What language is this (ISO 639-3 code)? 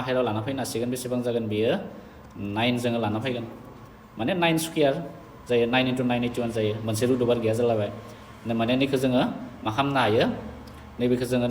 brx